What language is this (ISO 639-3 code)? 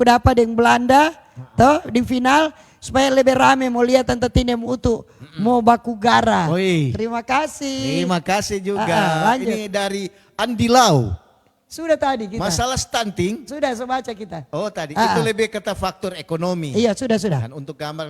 xmm